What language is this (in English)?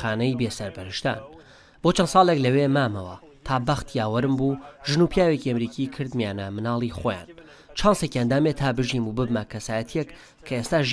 Central Kurdish